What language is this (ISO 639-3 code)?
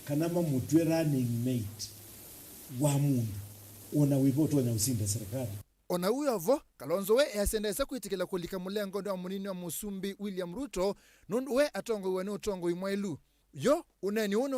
kam